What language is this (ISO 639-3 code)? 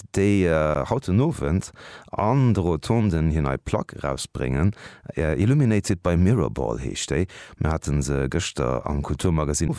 ltz